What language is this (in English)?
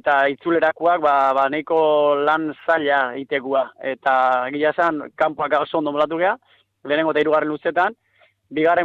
Basque